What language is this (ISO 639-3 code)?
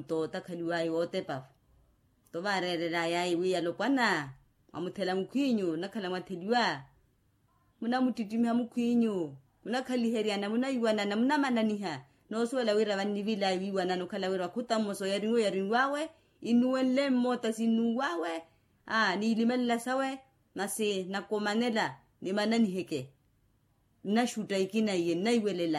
vmw